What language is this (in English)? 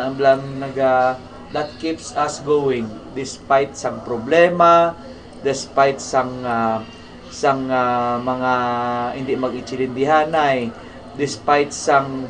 Hiligaynon